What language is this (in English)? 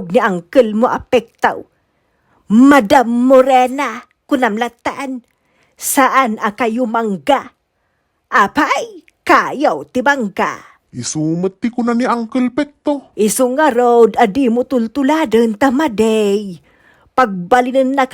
Iloko